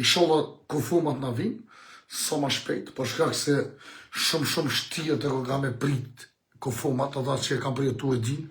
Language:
Albanian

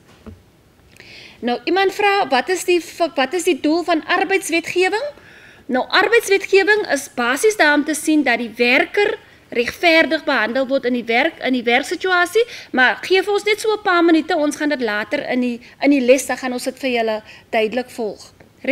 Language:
Afrikaans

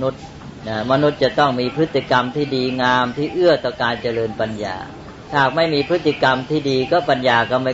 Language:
Thai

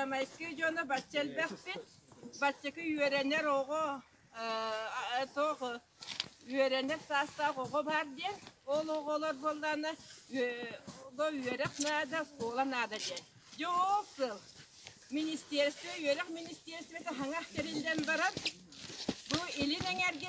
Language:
Yakut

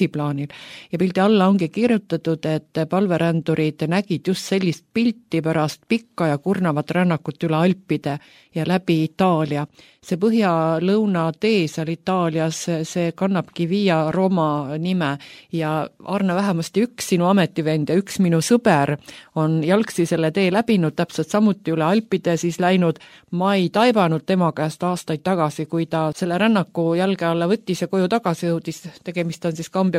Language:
Estonian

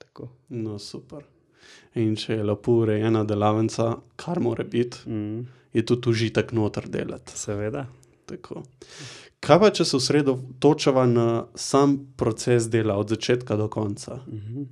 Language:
Slovenian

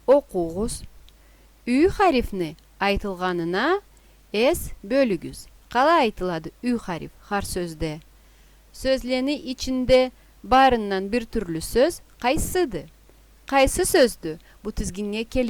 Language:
Karachay-Balkar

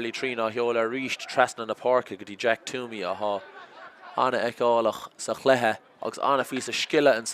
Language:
Irish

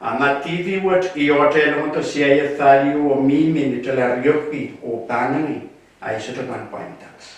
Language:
Pohnpeian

